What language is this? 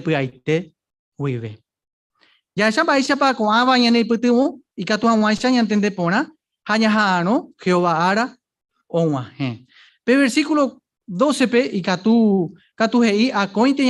Guarani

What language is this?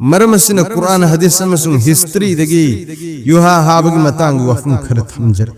Manipuri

